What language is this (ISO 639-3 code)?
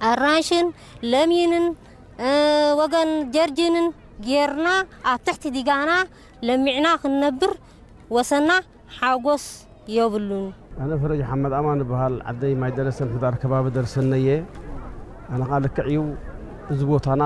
tir